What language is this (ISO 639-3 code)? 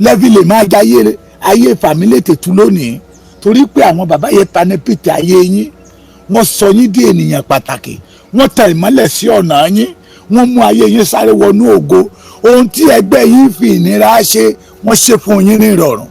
yor